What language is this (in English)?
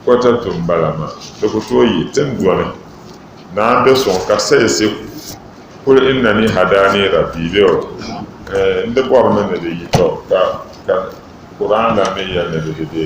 Dagbani